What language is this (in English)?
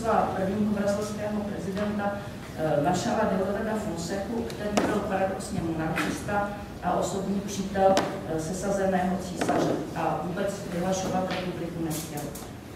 Czech